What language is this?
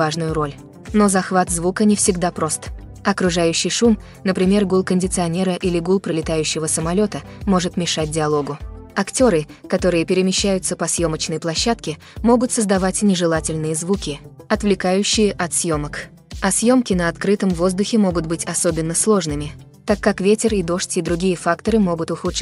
Russian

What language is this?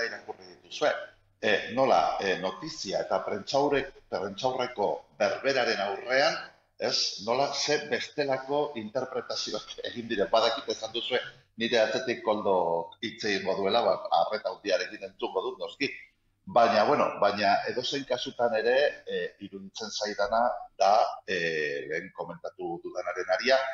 Basque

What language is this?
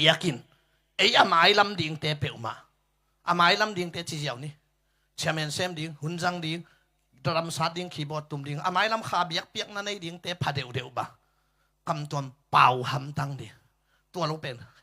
Tedim Chin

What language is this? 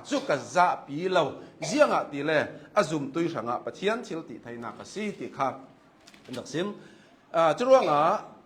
Hakha Chin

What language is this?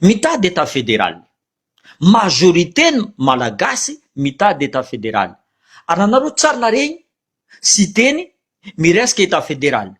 Malagasy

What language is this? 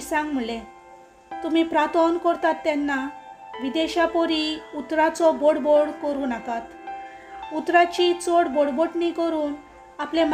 Konkani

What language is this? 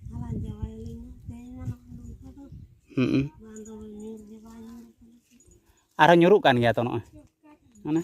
Santali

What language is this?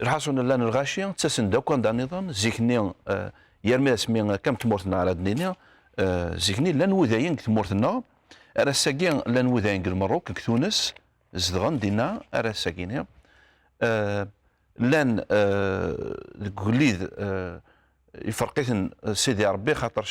Kabyle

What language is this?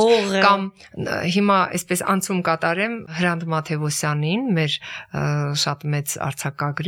Armenian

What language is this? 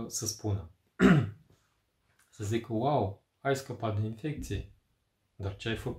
Romanian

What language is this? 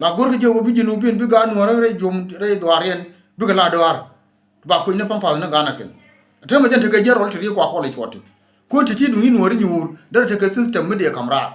Nuer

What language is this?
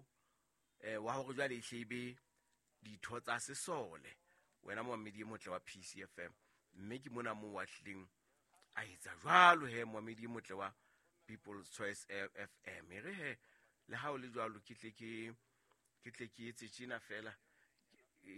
Southern Sotho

